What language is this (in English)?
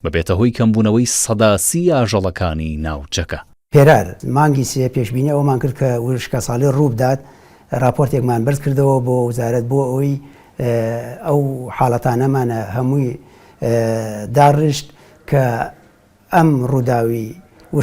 Central Kurdish